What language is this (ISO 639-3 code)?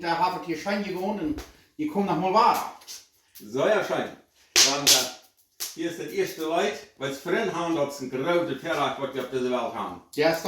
pdt